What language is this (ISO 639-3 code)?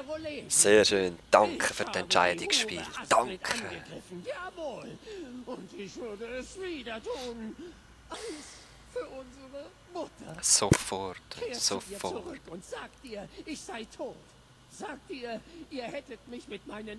gsw